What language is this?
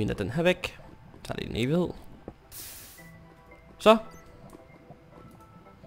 Danish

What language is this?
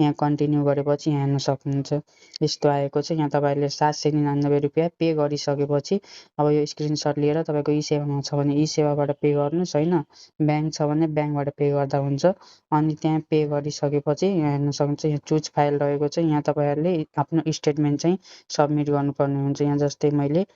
Nepali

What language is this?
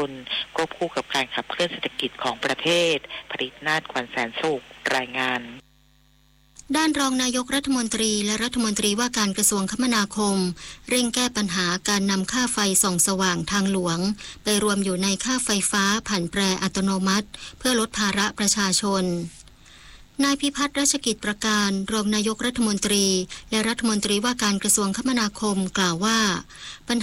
Thai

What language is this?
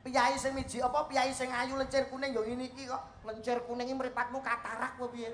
Javanese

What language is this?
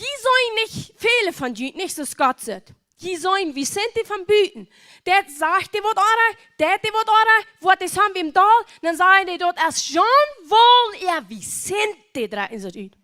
Plautdietsch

